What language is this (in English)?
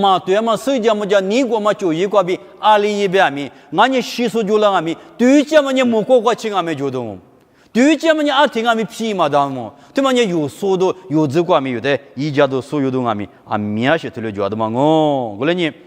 Lisu